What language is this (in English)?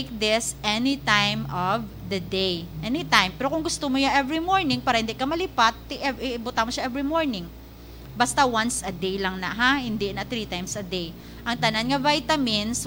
Hiligaynon